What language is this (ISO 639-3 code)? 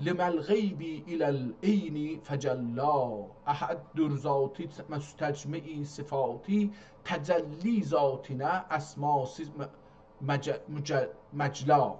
azb